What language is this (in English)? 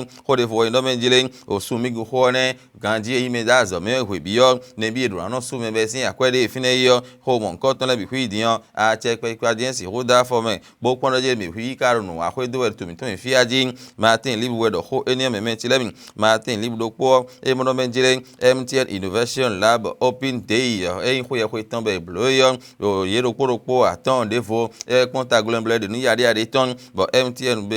Fon